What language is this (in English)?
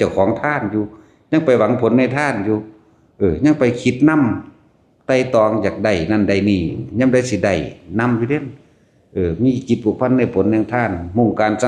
Northeastern Thai